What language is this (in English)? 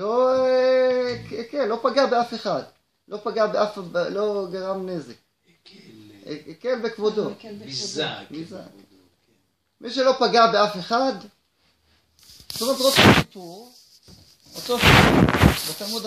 Hebrew